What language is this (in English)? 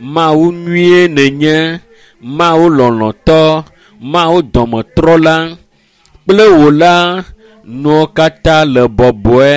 Ewe